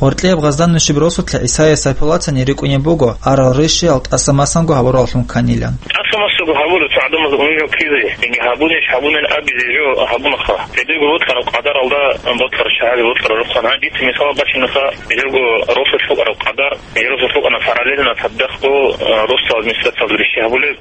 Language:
Avaric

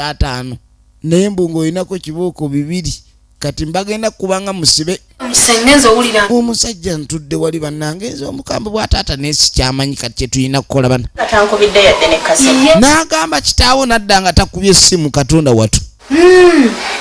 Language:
Ganda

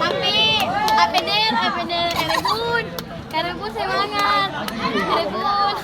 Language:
Ambonese Malay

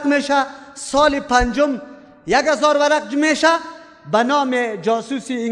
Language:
Persian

